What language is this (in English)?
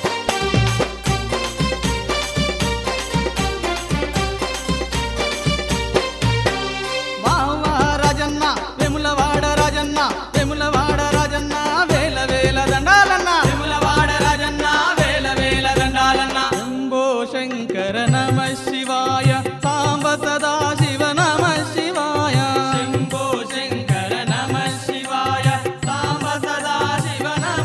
Telugu